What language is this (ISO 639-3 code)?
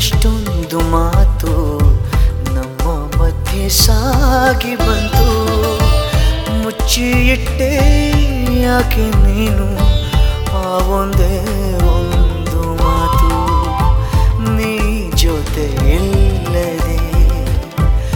kan